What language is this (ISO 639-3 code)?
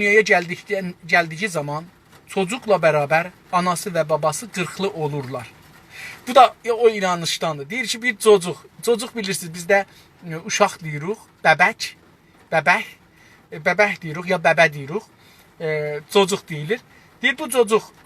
azb